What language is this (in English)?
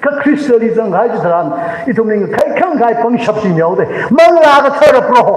Tangkhul Naga (India)